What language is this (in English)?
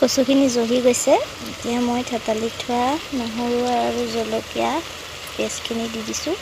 Assamese